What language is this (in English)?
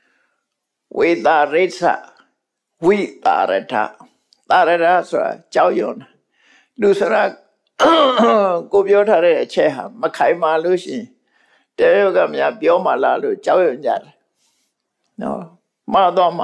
Burmese